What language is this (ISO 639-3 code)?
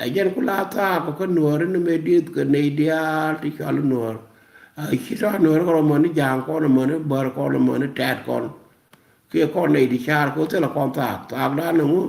nus